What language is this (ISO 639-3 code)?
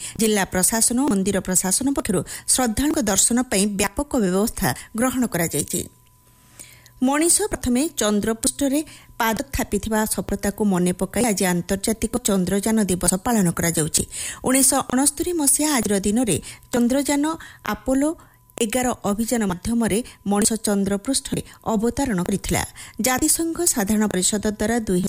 ori